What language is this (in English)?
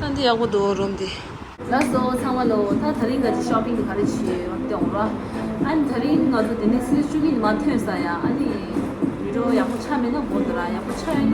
Tibetan